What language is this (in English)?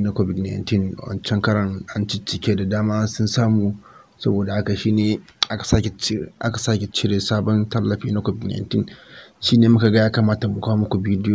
Hausa